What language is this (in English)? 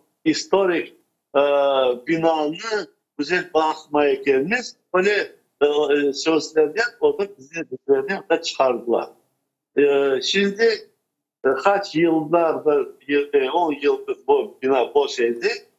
Crimean Tatar